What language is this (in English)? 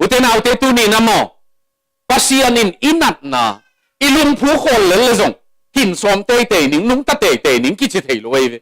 Tedim Chin